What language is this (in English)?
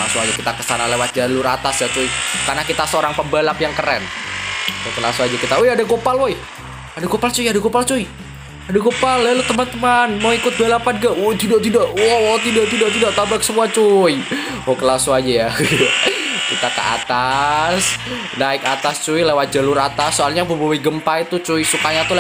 Indonesian